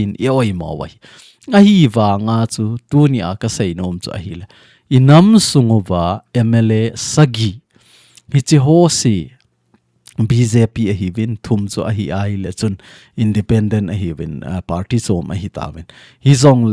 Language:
Thado Chin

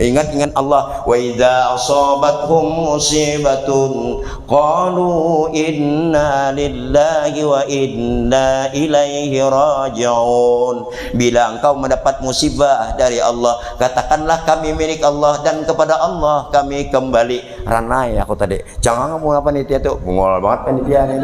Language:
Banjar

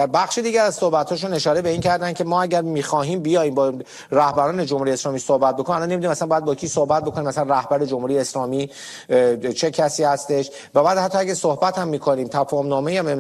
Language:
Persian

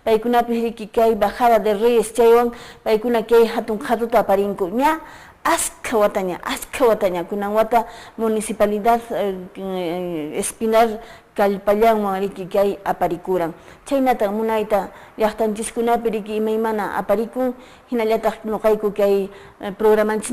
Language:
Quechua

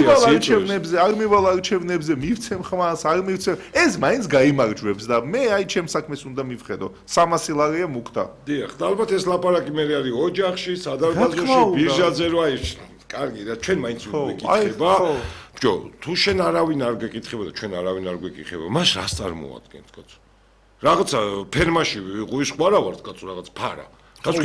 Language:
Georgian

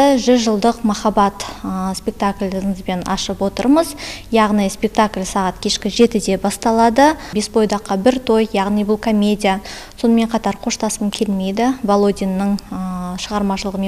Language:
Kazakh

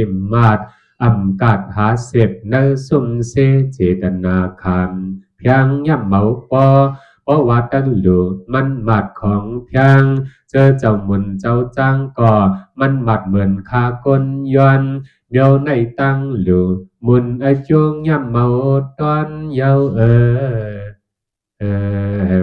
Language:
Shan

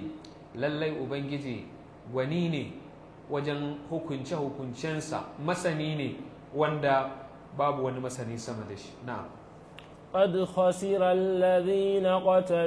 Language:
Hausa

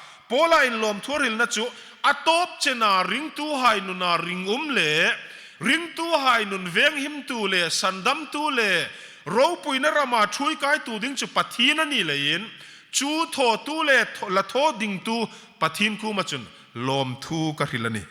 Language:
Hmar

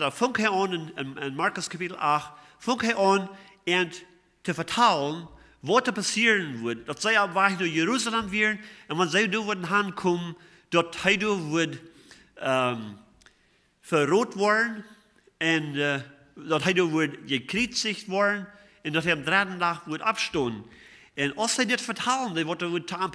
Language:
Plautdietsch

